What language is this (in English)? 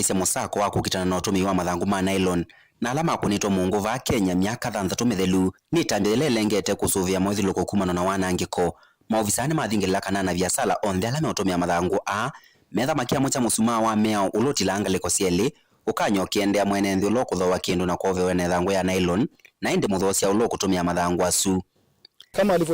Kamba